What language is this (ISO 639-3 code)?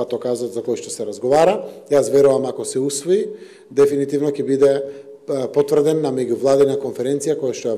mkd